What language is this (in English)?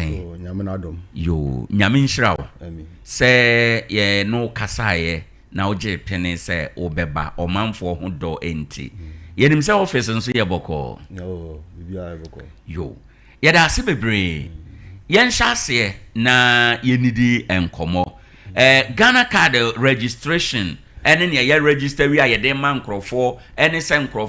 Akan